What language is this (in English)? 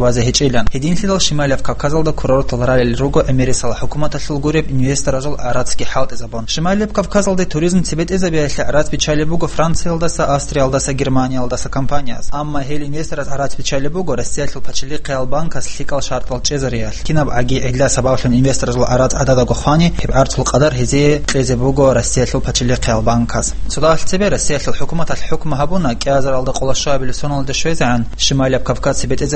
Avaric